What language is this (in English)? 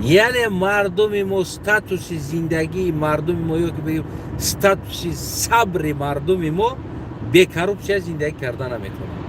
Tajik